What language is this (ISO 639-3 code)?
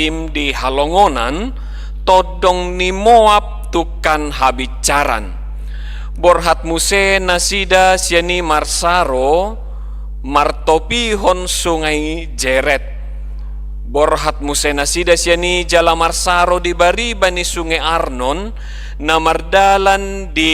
bbc